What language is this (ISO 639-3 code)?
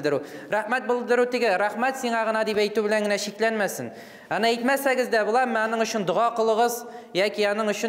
tat